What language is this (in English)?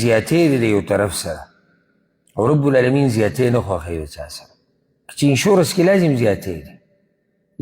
Pashto